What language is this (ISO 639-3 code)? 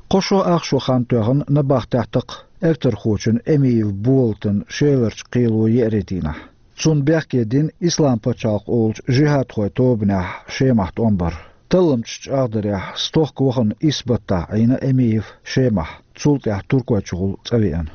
che